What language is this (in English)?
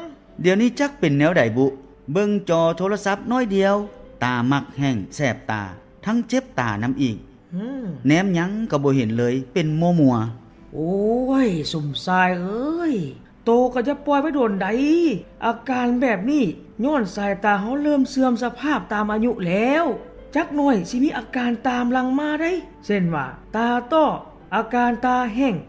Lao